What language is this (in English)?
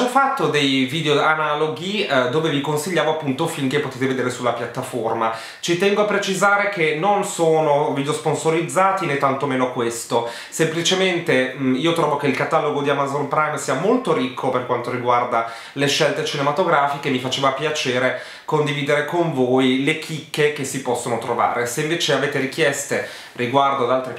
Italian